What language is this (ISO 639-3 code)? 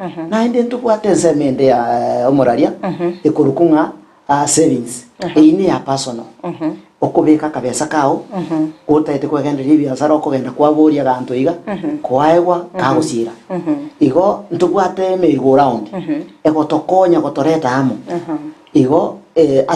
guz